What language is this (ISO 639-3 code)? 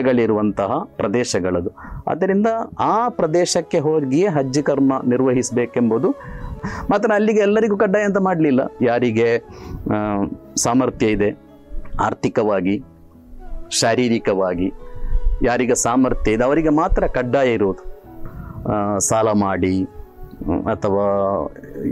kan